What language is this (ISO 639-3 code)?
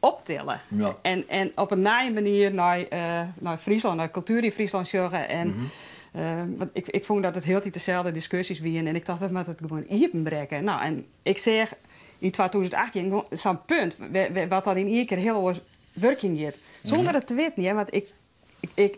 fry